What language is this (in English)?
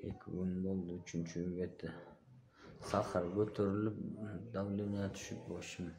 Kyrgyz